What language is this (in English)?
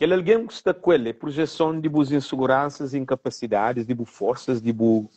Kabuverdianu